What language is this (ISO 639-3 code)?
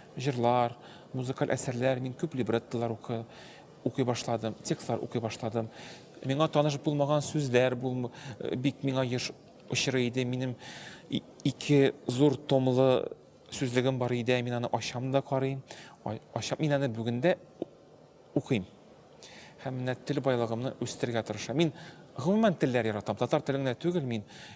tat